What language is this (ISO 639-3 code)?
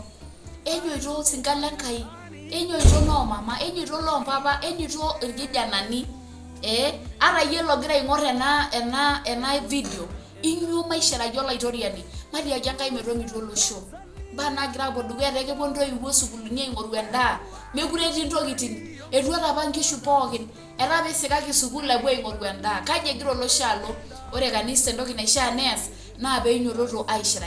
mas